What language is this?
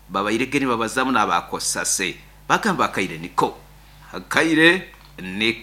Nyoro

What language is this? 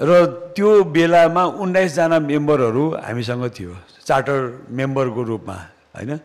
Nepali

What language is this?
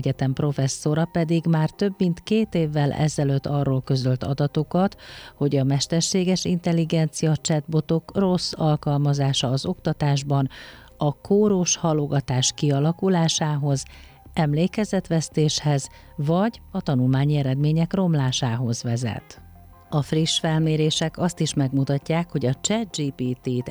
Hungarian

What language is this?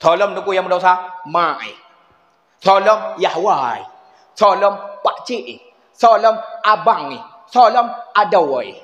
Achinese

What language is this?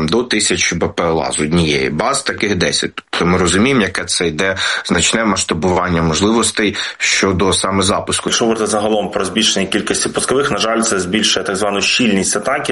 Ukrainian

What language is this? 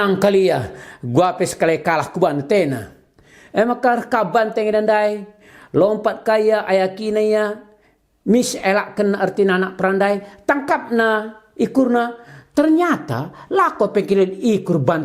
Batak Karo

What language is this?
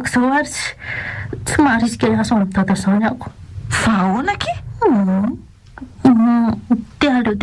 Malagasy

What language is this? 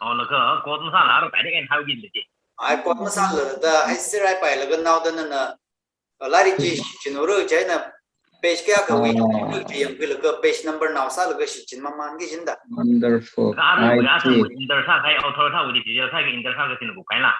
Tangkhul Naga (India)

